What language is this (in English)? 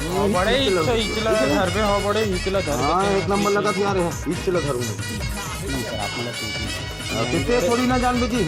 Chhattisgarhi